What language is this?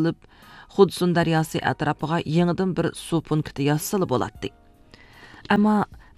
Uyghur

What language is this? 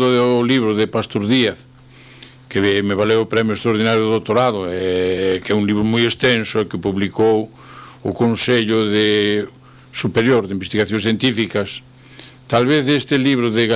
Galician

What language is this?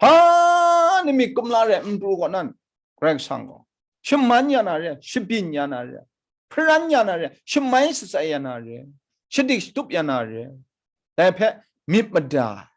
Kachin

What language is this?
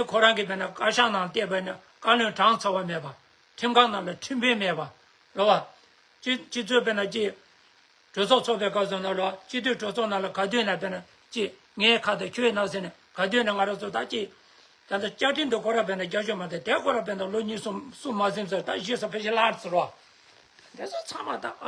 Tibetan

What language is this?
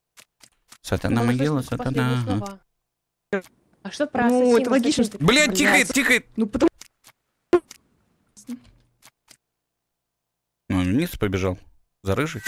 Russian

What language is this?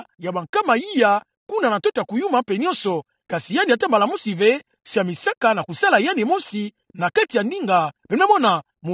Kituba (Democratic Republic of Congo)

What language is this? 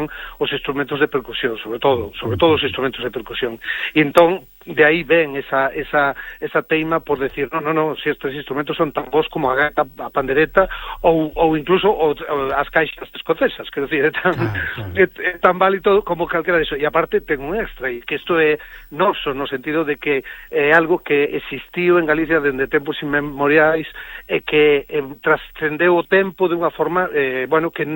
Galician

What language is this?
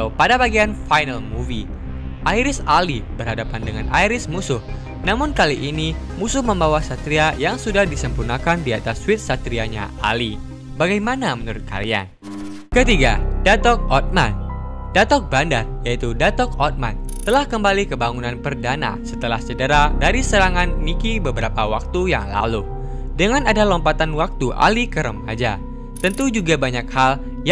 Indonesian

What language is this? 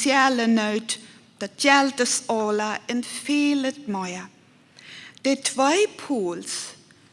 Plautdietsch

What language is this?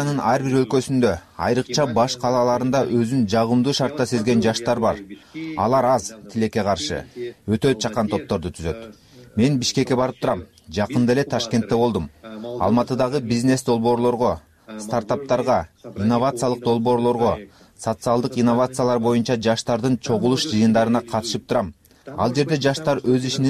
Kyrgyz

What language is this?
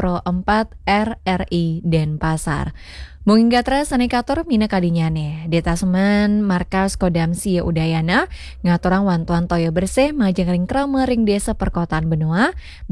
Balinese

